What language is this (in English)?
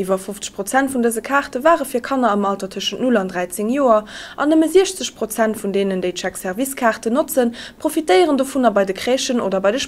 Luxembourgish